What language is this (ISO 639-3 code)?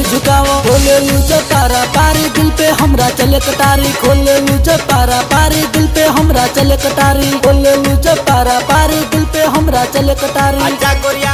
bho